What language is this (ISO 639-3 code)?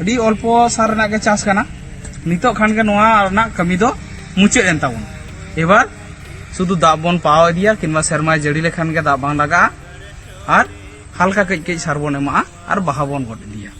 sat